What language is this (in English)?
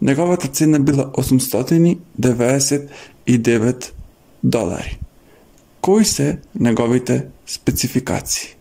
Macedonian